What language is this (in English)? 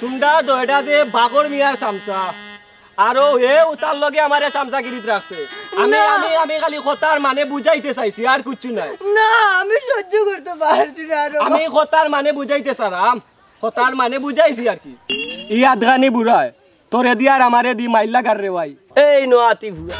Sylheti